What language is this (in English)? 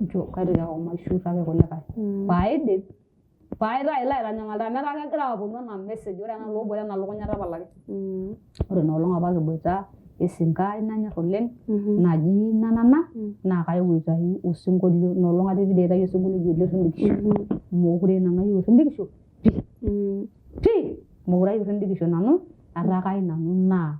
Masai